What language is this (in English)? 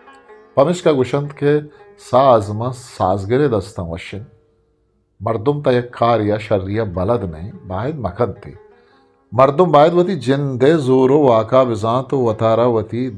Eastern Balochi